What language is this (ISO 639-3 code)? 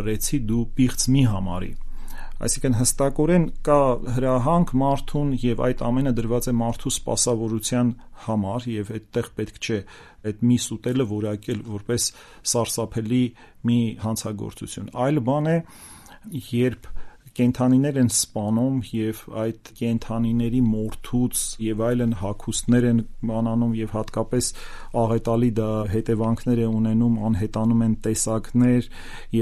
hye